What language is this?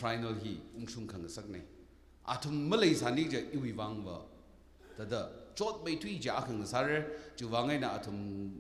Tangkhul Naga (India)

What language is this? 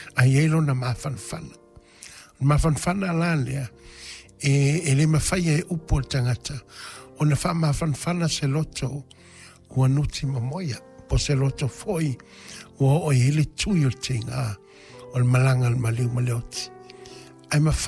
Samoan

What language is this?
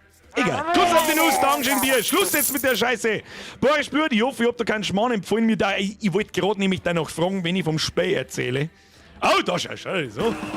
Bavarian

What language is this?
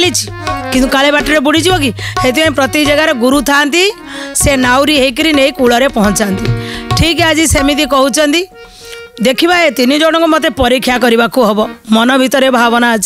Odia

